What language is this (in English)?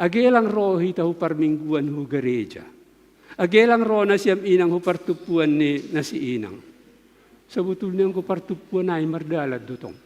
Batak Simalungun